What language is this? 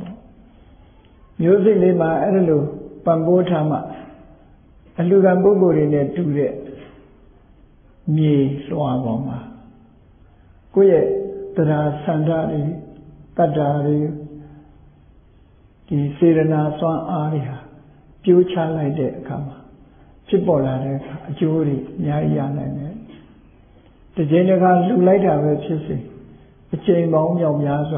Burmese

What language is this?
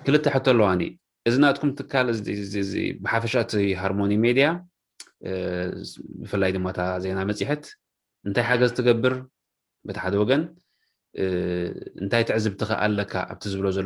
Tigrinya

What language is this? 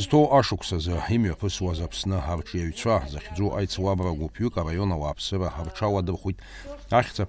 Abkhazian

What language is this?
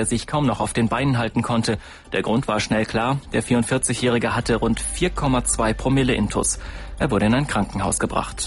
German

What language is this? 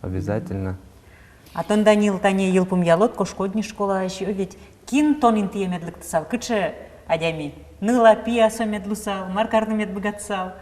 Udmurt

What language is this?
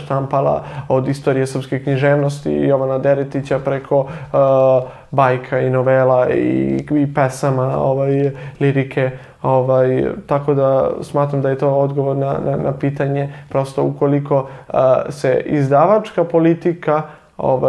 Serbian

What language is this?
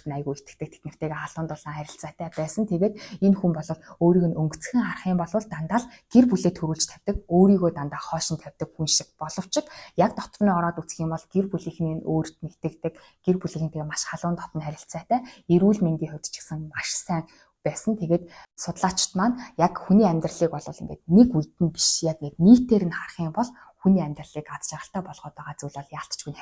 Mongolian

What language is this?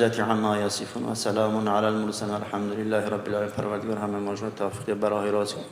Tajik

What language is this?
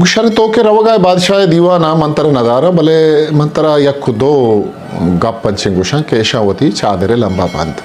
Eastern Balochi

